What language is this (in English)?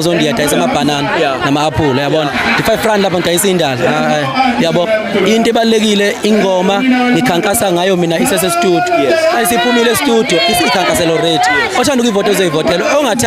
Zulu